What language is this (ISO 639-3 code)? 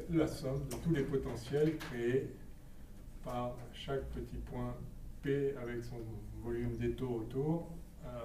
fra